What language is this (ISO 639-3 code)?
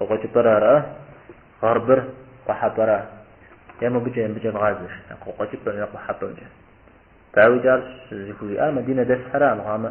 kbd